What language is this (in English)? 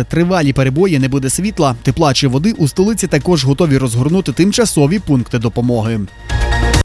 Ukrainian